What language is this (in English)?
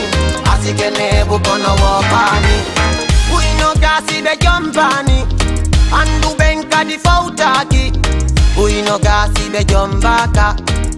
Fula